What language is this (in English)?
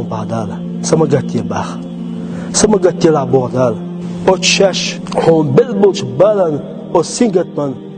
Chechen